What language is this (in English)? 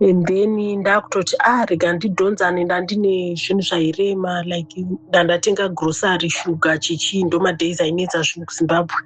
Shona